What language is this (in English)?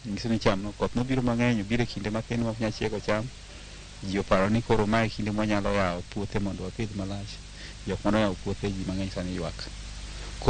Luo (Kenya and Tanzania)